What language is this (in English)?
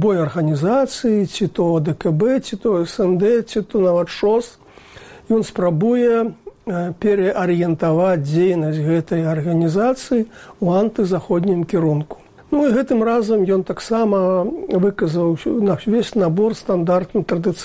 Belarusian